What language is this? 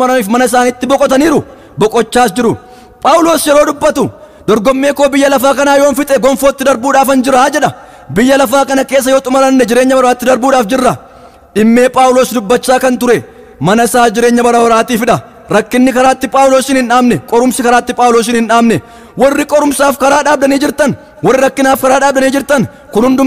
Oromo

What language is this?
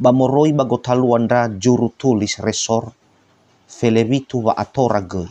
Nias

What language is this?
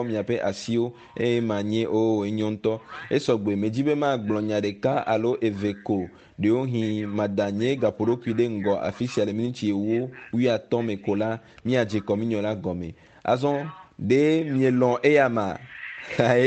Ewe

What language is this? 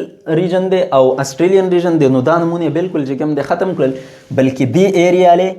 Pashto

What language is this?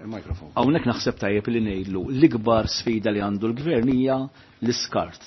Maltese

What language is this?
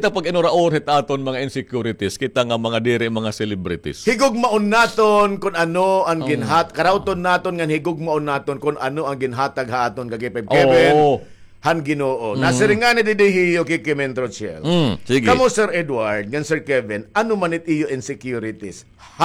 Waray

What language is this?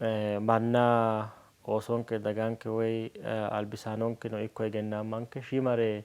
Sidamo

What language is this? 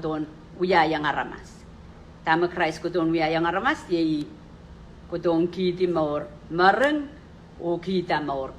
Pohnpeian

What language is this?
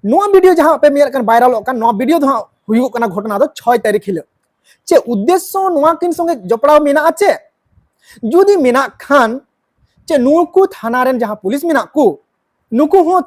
Santali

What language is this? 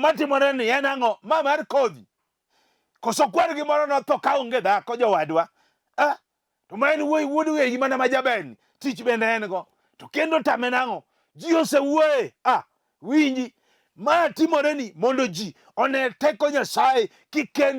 Luo (Kenya and Tanzania)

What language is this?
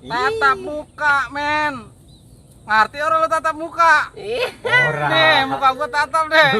Betawi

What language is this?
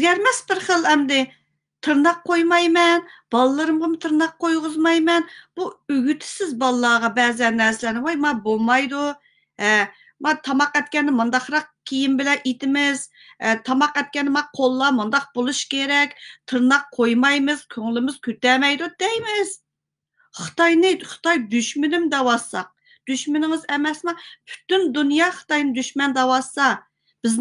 Uyghur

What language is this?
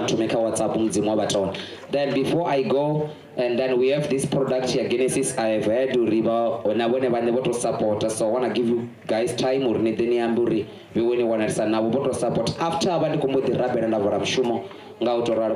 Venda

